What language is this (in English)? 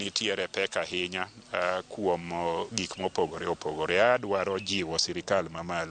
Luo (Kenya and Tanzania)